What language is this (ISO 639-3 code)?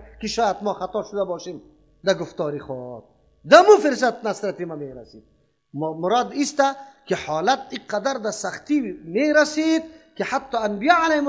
fas